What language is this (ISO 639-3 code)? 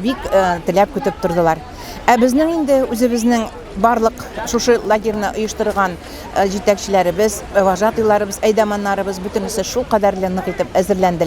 tat